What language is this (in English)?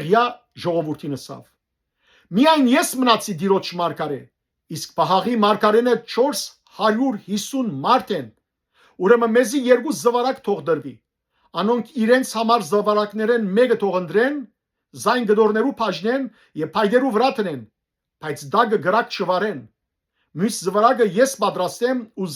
Western Armenian